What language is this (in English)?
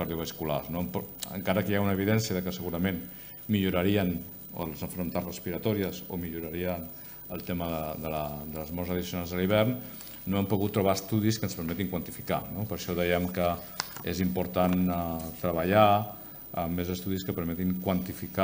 Catalan